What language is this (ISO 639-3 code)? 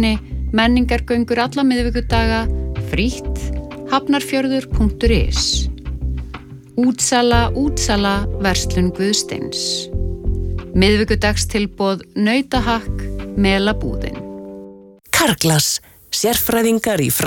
isl